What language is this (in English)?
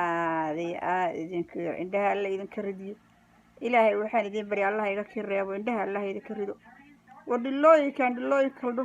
Somali